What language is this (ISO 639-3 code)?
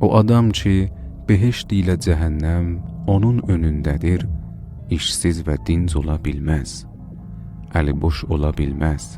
azb